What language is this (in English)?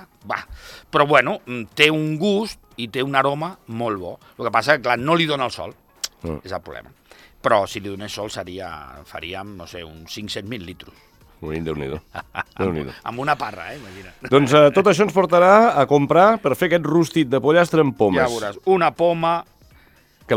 Catalan